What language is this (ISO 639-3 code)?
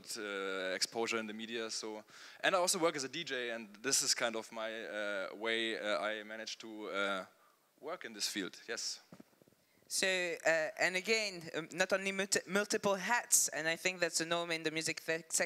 eng